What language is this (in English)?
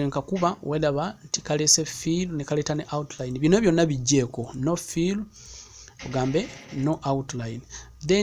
Ganda